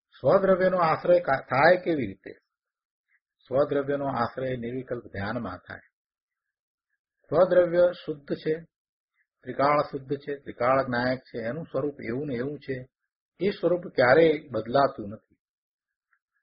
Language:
Gujarati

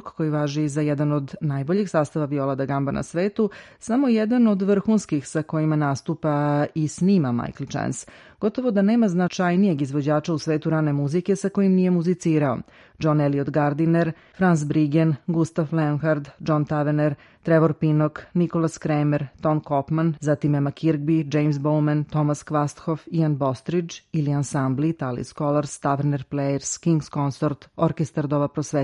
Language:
Serbian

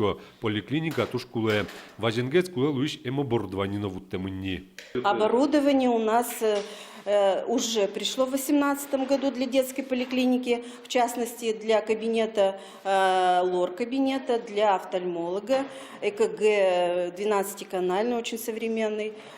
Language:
Udmurt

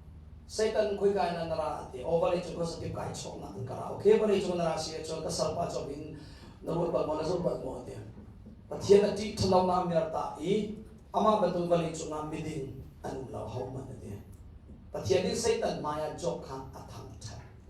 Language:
Hakha Chin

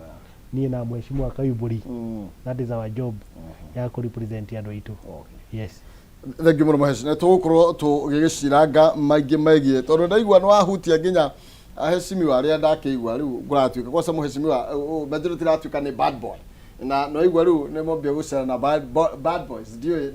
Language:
Kikuyu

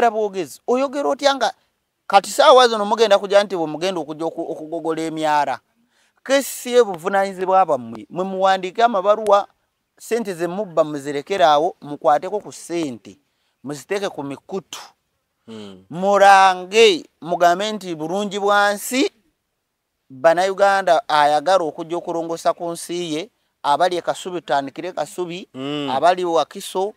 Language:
Ganda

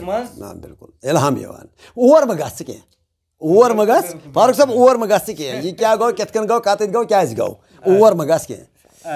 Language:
Kashmiri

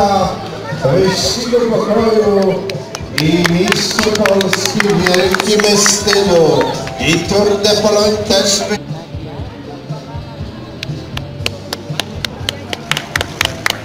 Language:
Polish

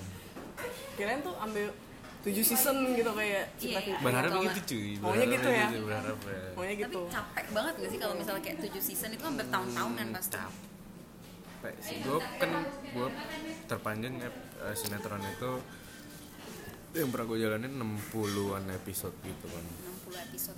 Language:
Indonesian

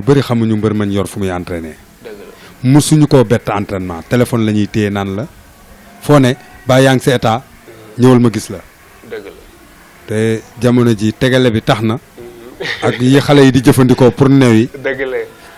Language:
Wolof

